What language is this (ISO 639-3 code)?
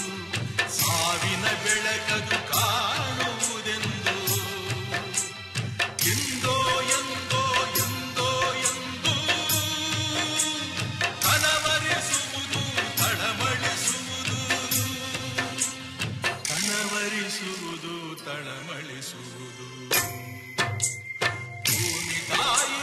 kan